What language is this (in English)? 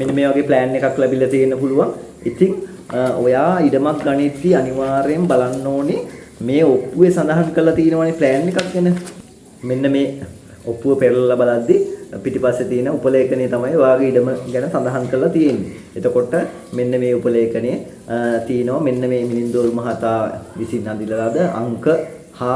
Sinhala